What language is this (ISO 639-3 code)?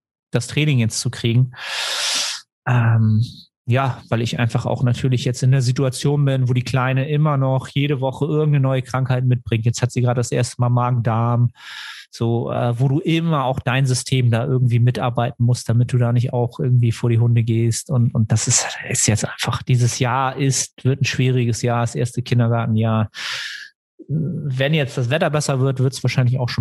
deu